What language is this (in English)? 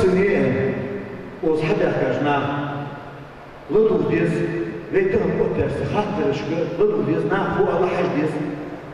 Ingush